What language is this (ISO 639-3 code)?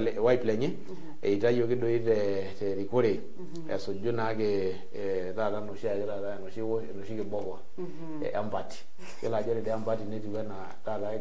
mas